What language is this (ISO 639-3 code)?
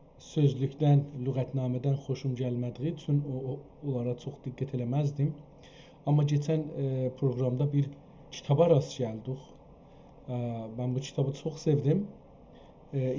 azb